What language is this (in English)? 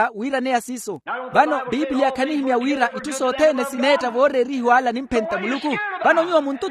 Makhuwa